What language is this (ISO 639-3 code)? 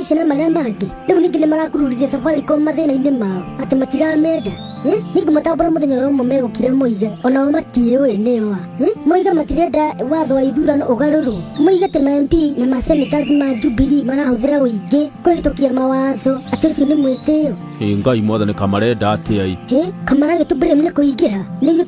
kik